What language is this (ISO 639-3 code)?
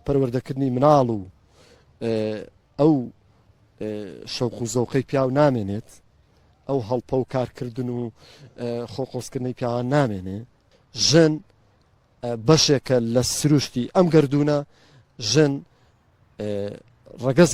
ckb